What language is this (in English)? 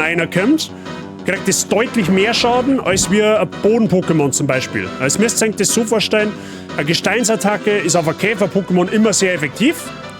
Bavarian